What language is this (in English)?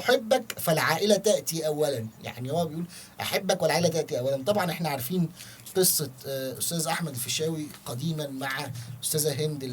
Egyptian Arabic